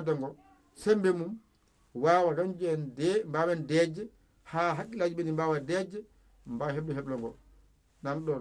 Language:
Fula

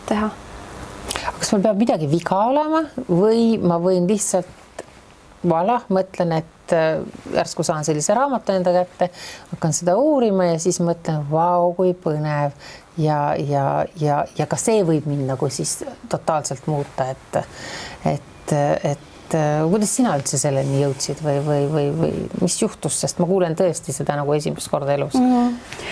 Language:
Estonian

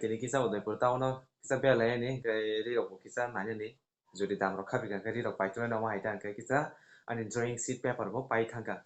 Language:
Kok Borok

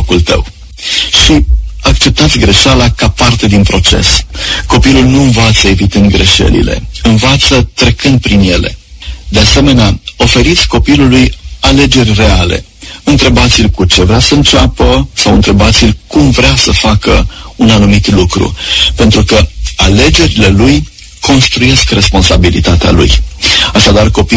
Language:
Romanian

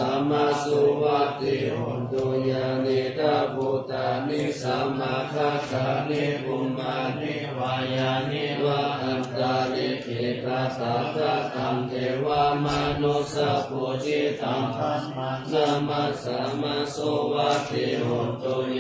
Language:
Pali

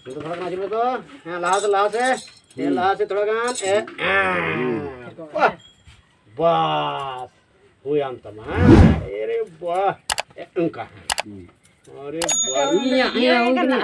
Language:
Santali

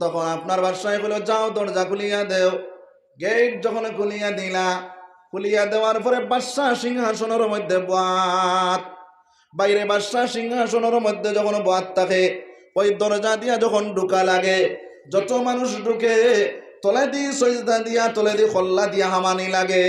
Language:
Sylheti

